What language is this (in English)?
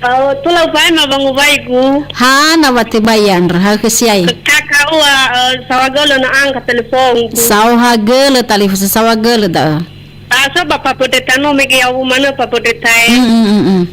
Nias